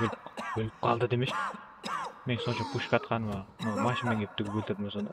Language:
Kara-Kalpak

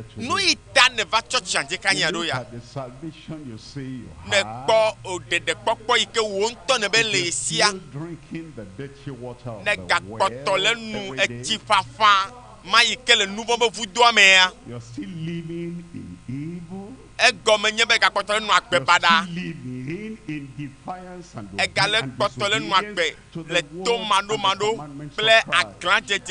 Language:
Ewe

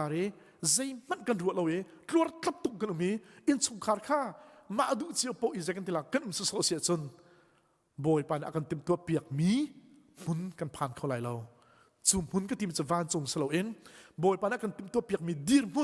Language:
Hakha Chin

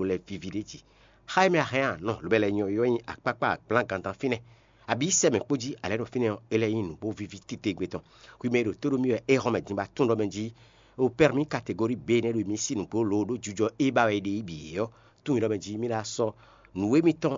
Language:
Fon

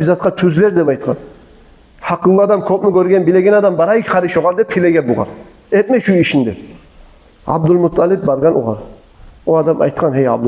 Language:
Kumyk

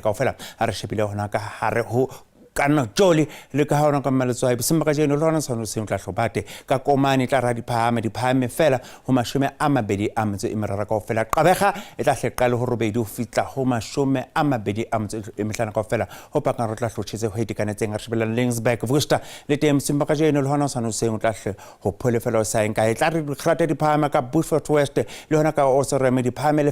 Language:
Southern Sotho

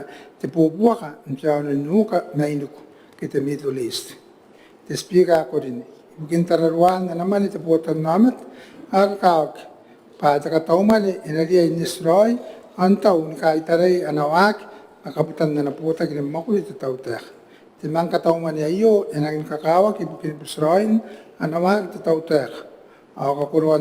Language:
Gilbertese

